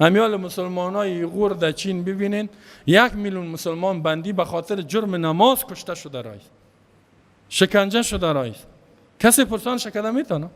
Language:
Persian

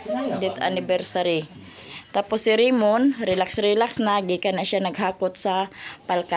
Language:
Cebuano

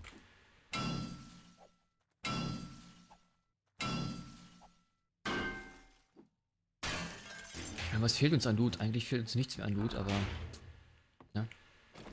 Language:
German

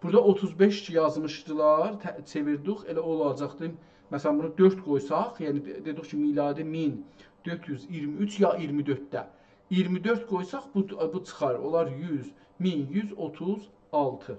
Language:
South Azerbaijani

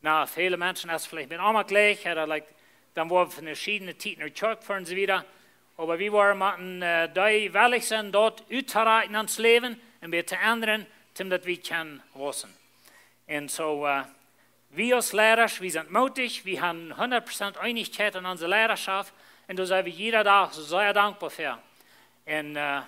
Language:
Plautdietsch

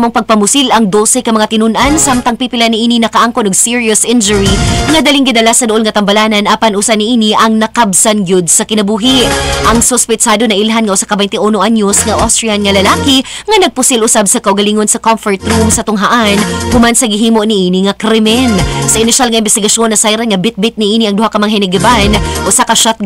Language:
Cebuano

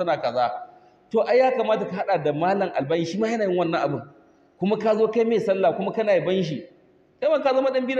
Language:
Hausa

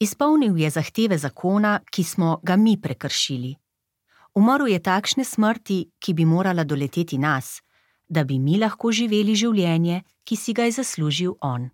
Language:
Slovenian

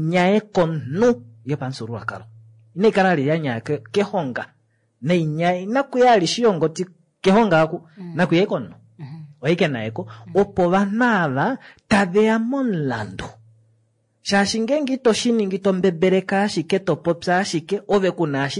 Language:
Kuanyama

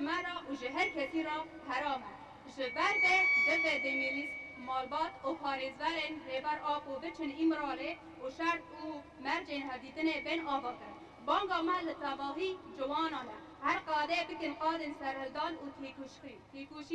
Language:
Kurdish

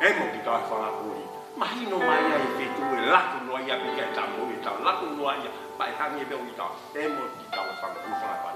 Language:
Tongan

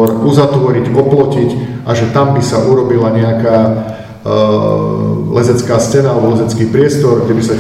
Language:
Slovak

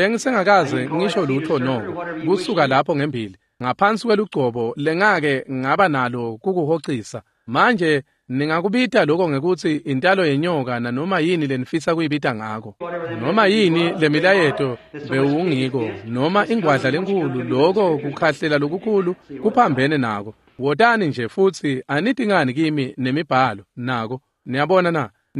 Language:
Swati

